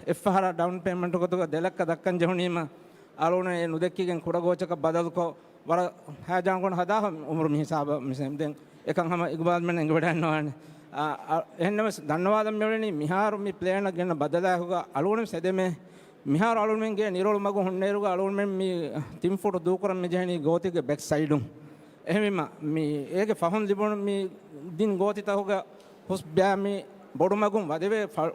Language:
Divehi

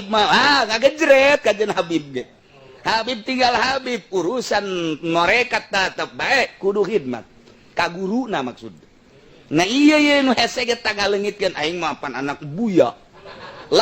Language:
Sundanese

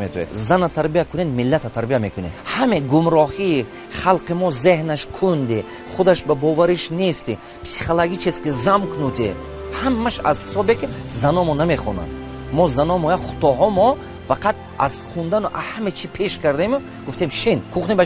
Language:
Tajik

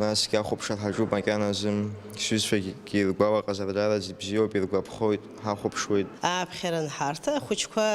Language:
Abkhazian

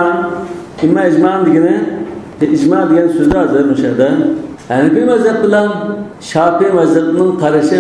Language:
Uyghur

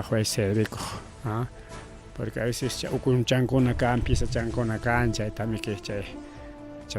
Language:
Ayacucho Quechua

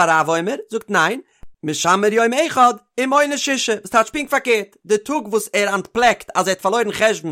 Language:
Yiddish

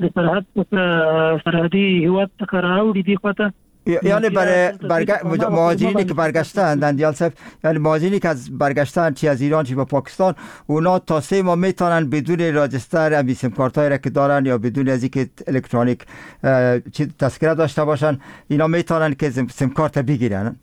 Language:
Persian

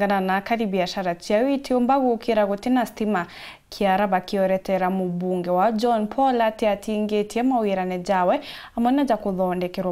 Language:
Meru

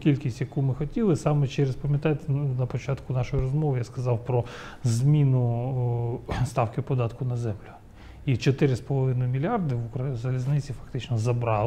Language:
Ukrainian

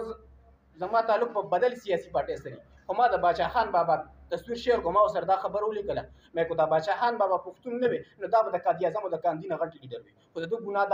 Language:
Pashto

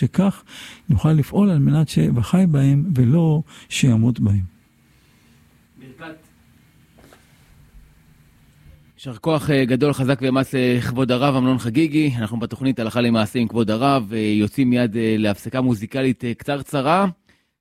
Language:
Hebrew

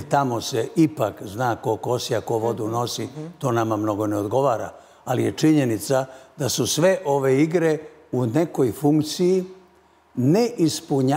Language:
Serbian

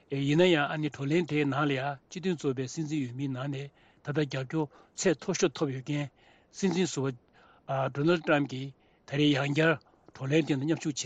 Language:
Tibetan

